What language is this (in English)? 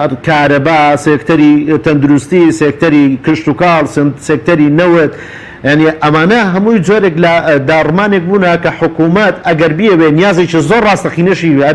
Central Kurdish